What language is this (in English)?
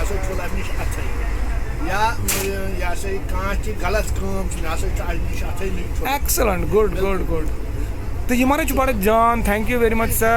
Kashmiri